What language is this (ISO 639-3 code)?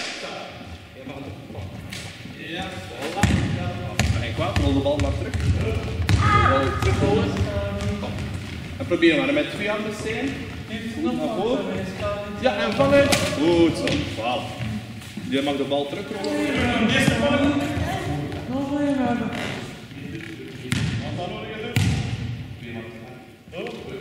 nld